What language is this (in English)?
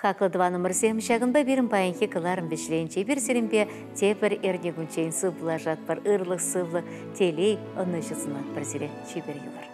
Chuvash